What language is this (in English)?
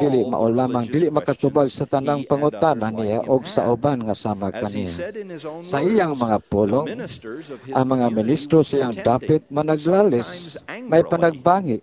Cebuano